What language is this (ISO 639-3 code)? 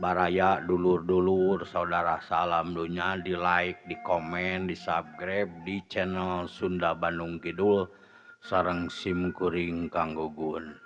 sun